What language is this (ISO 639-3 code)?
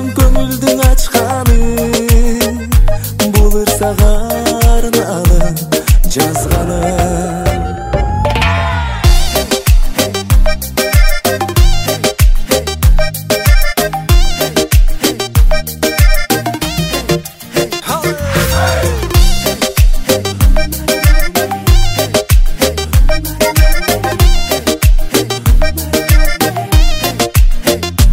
kaz